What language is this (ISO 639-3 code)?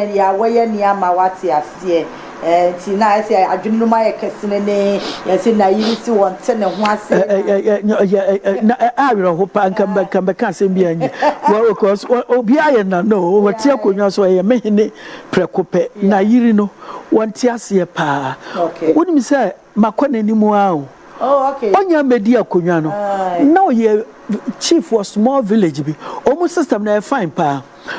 aka